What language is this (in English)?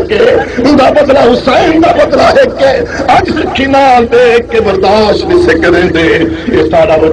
Saraiki